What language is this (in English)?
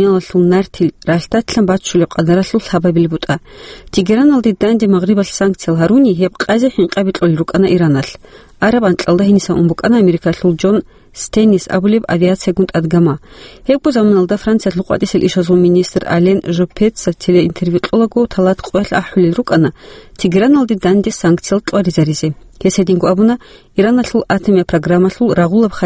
Avaric